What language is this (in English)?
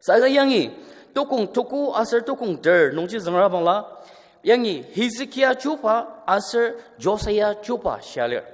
Ao Naga